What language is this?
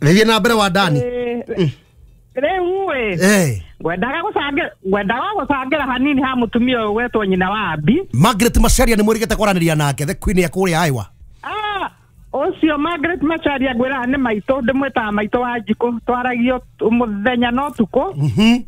Kikuyu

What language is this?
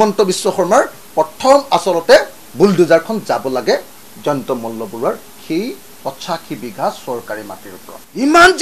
Assamese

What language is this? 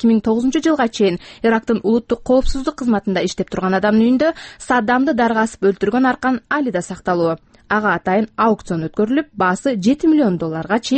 Kyrgyz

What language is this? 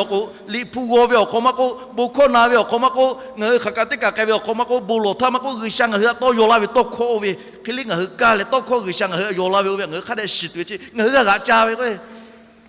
Lahu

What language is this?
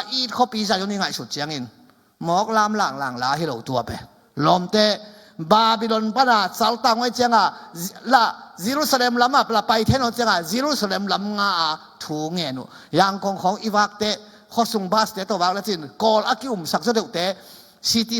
Tedim Chin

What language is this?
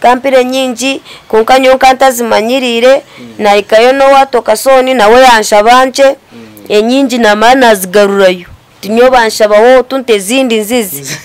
Nyankole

